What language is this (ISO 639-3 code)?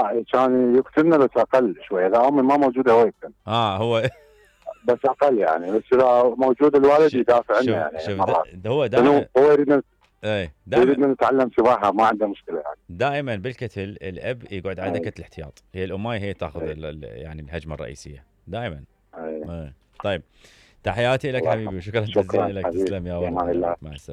acm